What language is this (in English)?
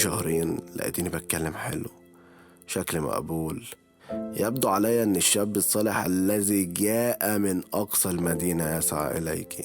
Egyptian Arabic